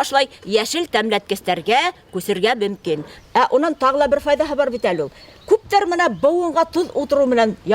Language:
Bashkir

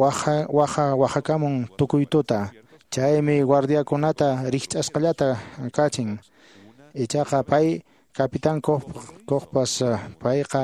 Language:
Quechua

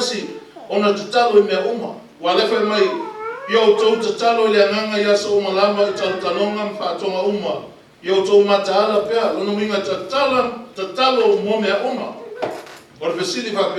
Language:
Samoan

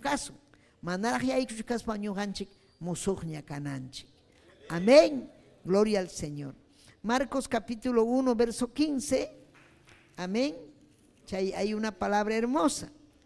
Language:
Ayacucho Quechua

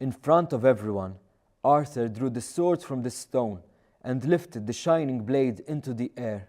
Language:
English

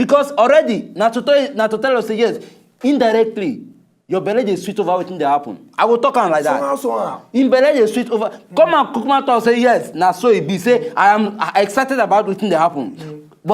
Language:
Nigerian Pidgin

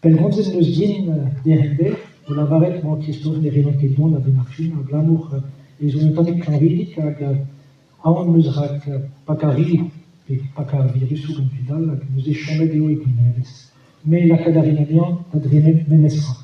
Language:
Breton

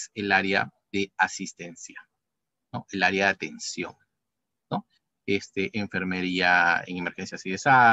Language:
Spanish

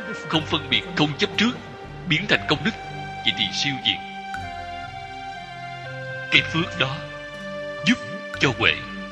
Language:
Vietnamese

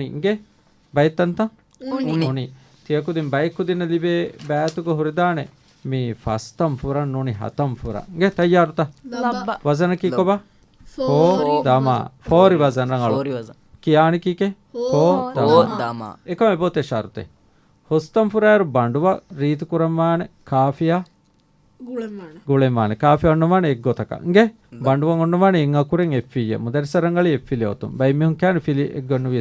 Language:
Divehi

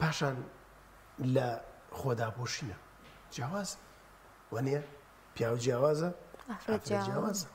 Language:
Central Kurdish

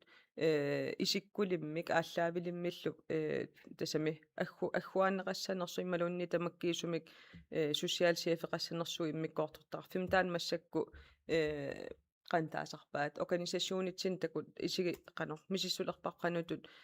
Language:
Kalaallisut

